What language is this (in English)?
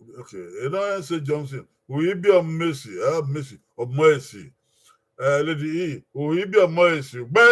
Bini